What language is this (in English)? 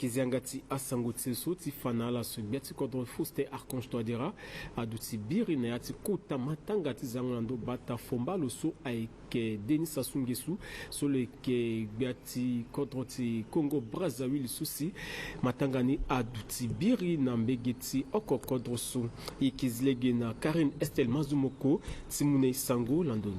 Sango